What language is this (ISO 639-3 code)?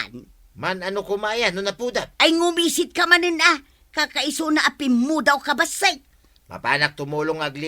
ilo